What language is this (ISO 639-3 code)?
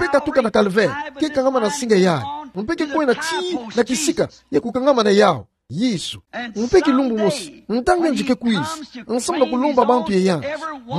ktu